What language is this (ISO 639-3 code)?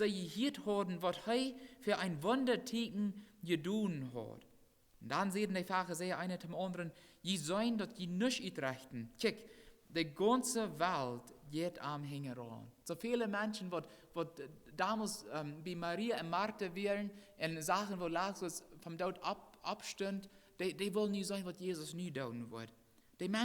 pdt